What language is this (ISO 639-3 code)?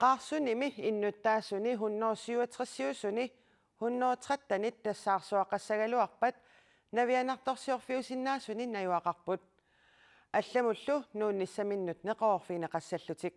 kal